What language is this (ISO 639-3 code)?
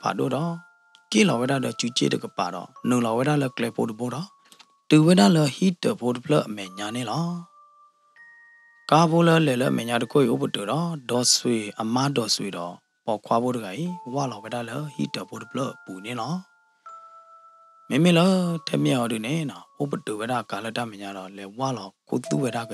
ksw